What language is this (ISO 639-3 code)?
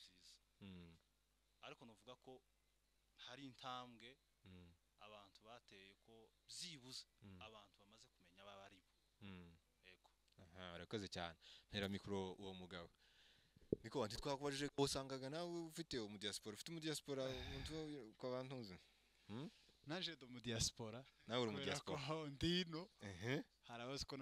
kin